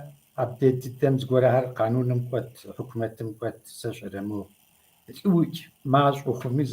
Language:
Kabardian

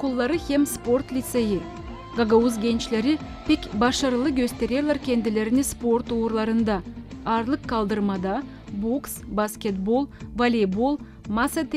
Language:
Gagauz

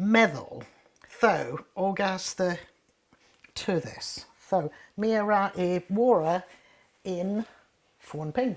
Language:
Cornish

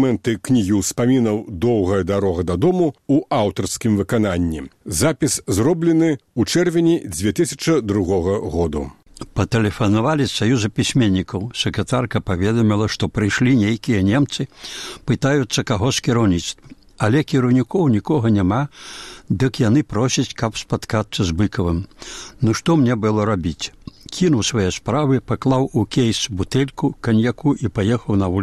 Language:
Belarusian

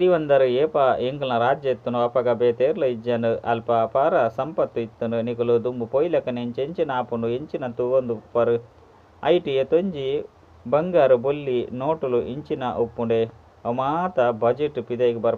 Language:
Tulu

